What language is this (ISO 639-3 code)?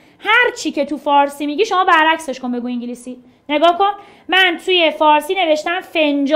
fas